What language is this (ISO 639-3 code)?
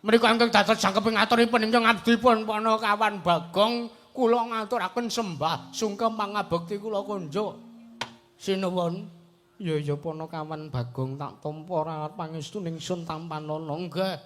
jav